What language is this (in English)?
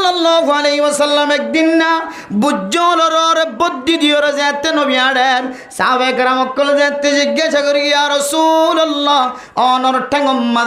Rohingya